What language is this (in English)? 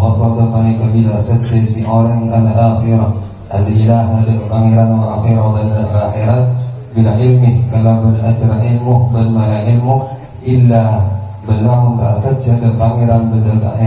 Madurese